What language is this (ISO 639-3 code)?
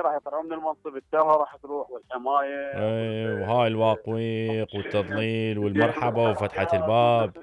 acm